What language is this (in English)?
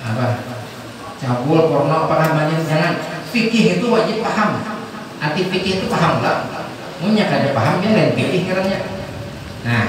Banjar